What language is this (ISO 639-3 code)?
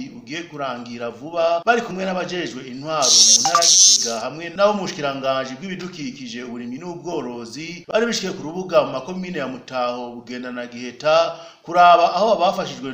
run